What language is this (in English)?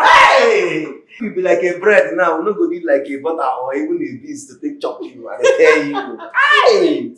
Nigerian Pidgin